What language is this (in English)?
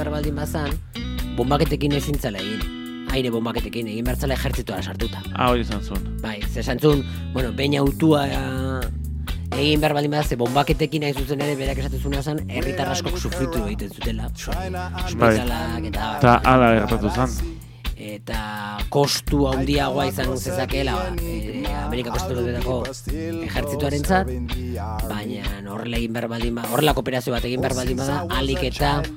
Basque